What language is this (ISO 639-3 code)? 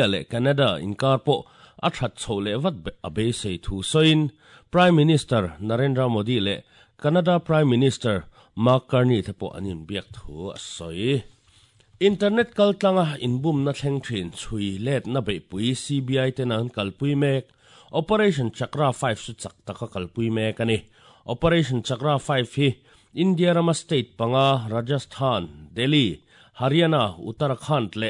lus